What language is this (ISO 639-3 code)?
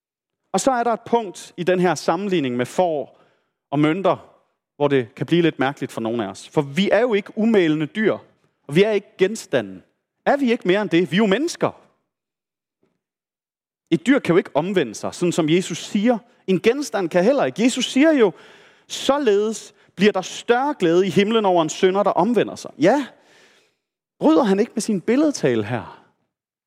dan